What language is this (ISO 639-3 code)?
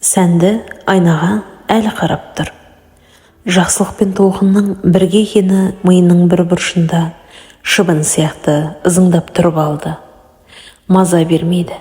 kaz